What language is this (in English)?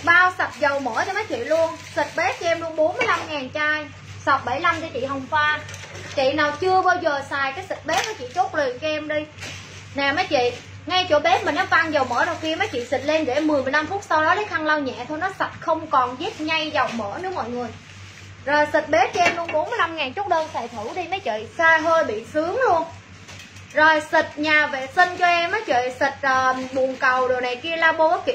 Vietnamese